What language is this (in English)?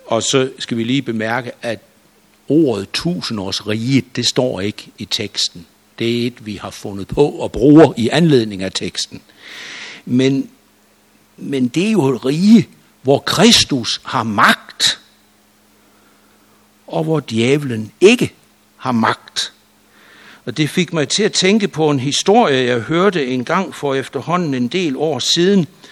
Danish